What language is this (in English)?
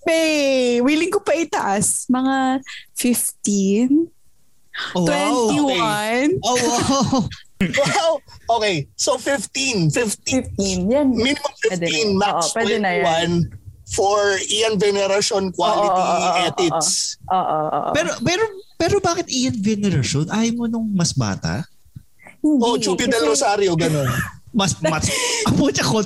Filipino